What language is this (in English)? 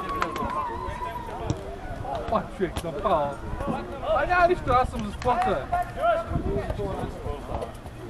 Bulgarian